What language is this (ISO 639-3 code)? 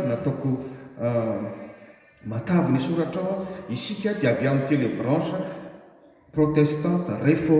mlg